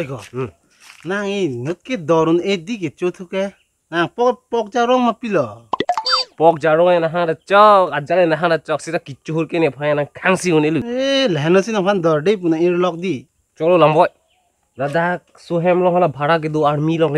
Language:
Karbi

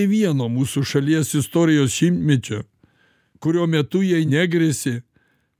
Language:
Lithuanian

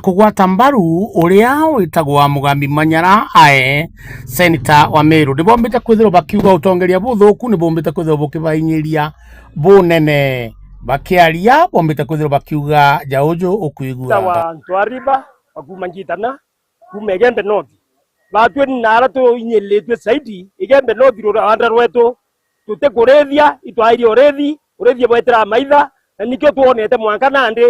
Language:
Meru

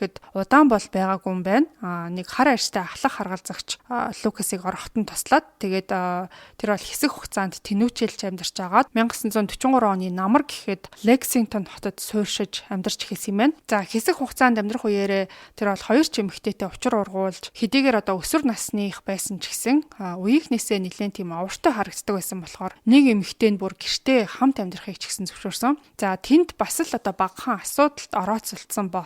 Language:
Mongolian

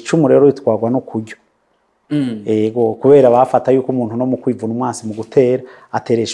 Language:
Rundi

